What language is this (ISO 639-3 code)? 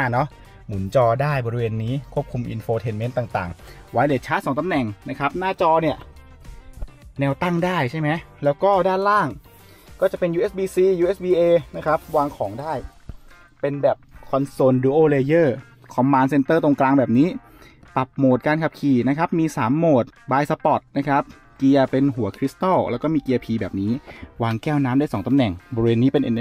tha